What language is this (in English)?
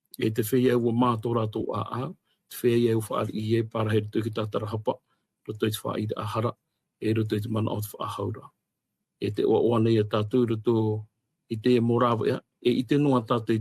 Tahitian